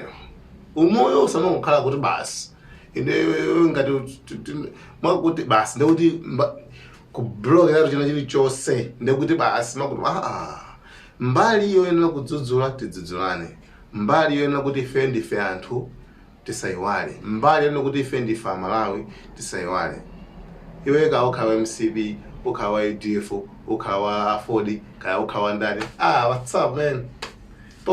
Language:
Nyanja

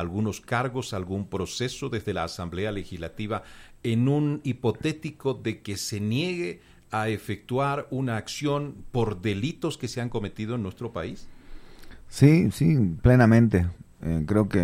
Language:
Spanish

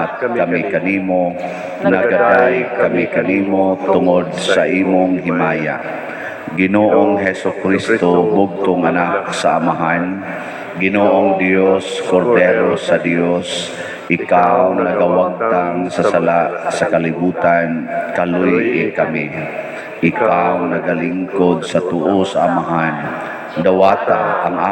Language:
Cebuano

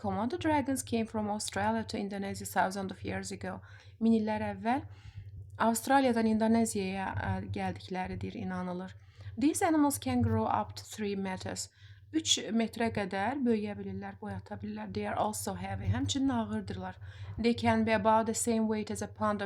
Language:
Azerbaijani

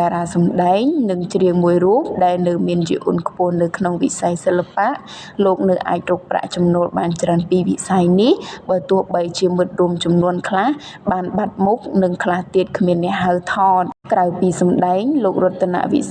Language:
Khmer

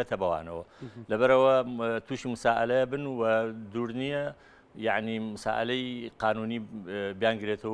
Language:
Central Kurdish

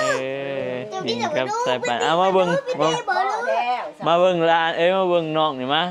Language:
Northeastern Thai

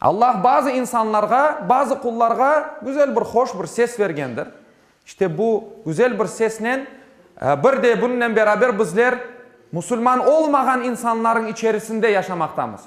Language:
Crimean Tatar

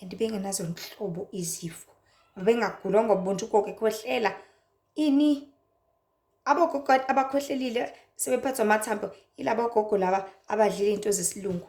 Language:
Zulu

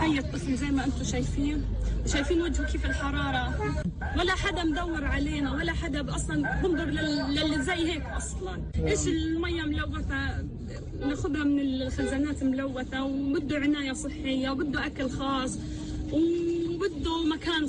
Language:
North Levantine Arabic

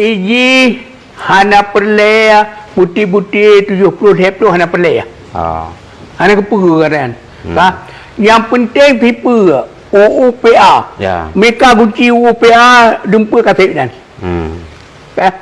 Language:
Achinese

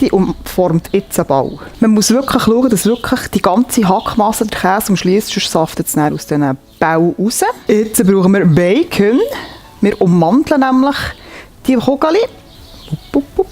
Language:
Swiss German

